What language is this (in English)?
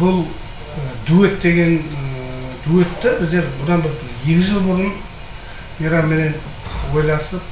Kara-Kalpak